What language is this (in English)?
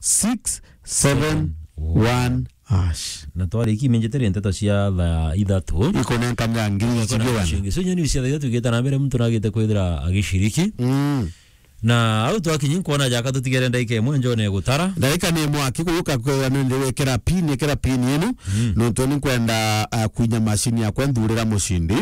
Meru